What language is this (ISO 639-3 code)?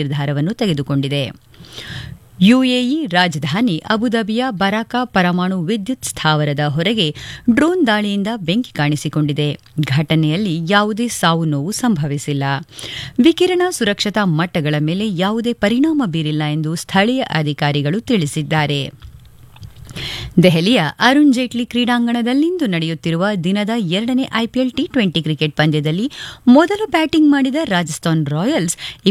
kan